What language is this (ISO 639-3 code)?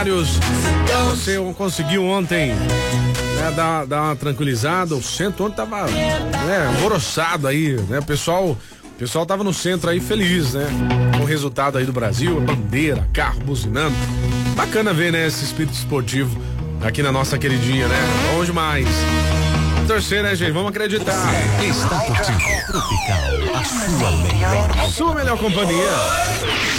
por